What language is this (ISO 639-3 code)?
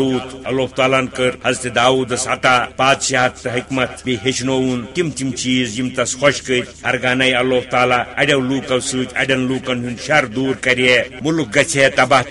kas